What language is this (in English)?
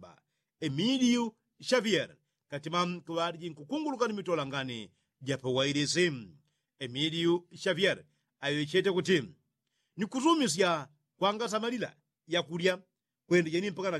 Yao